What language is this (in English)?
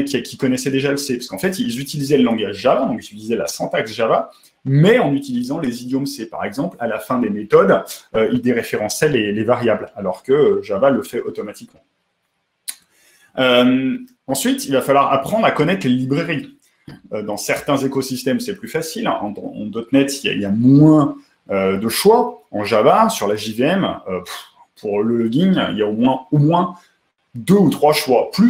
French